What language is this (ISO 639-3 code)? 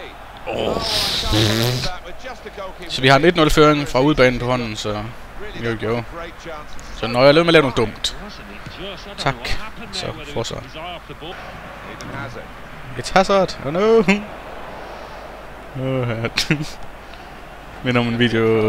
dan